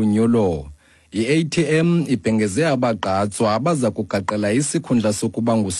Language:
Xhosa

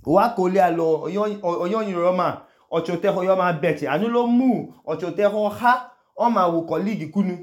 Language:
Idoma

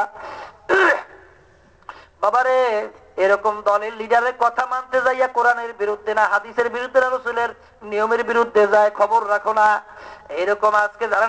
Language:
Bangla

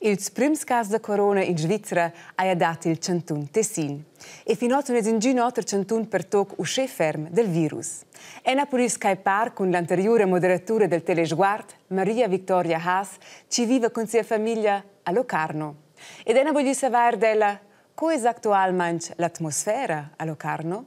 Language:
Romansh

